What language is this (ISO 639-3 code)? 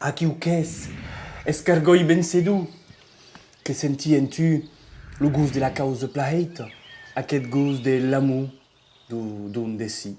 oci